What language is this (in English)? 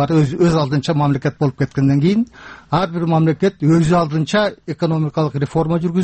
Kyrgyz